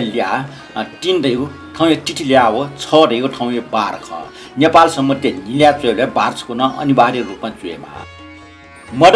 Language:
Newari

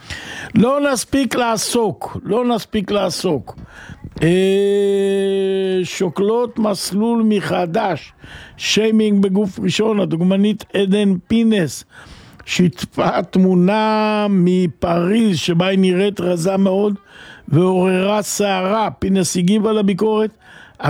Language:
Hebrew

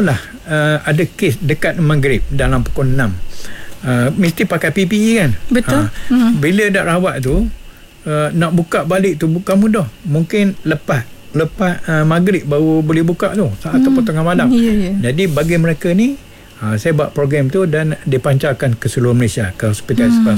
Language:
Malay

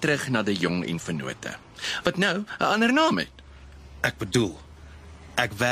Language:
Afrikaans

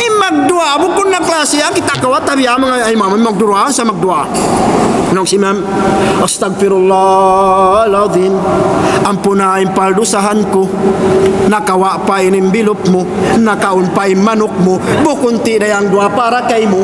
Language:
Tausug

